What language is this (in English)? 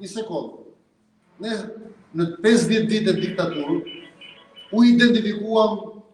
Albanian